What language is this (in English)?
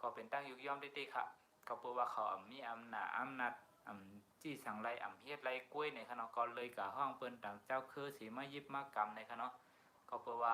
Shan